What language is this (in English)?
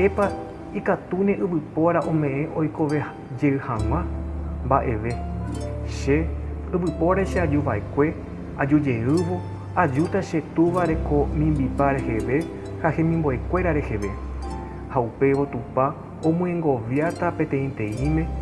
Guarani